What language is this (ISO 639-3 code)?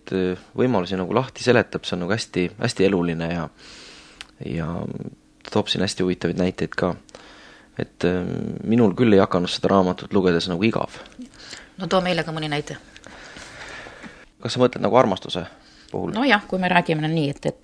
est